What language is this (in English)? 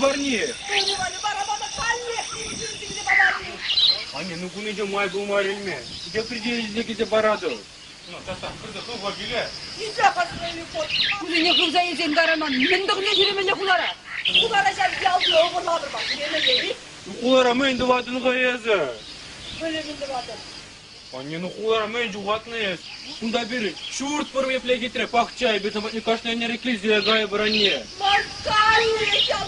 Chuvash